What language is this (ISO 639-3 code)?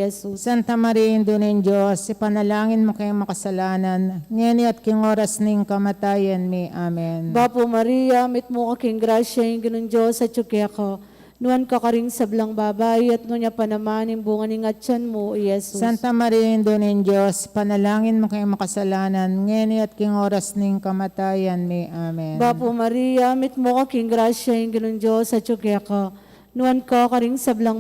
pam